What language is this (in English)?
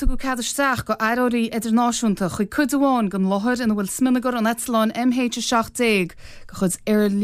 Irish